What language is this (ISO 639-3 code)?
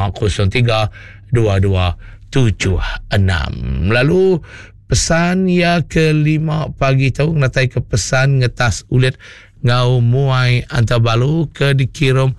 iba